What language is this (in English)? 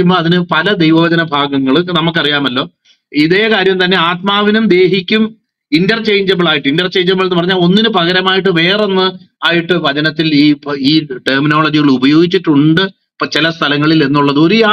Malayalam